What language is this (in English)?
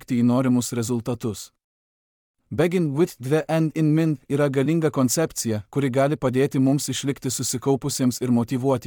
Lithuanian